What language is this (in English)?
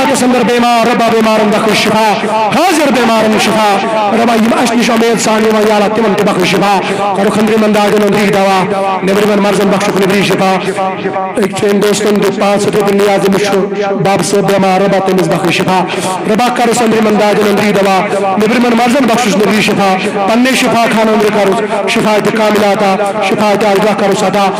Kashmiri